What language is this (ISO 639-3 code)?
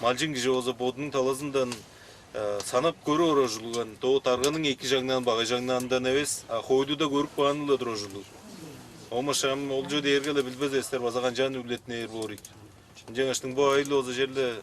tyv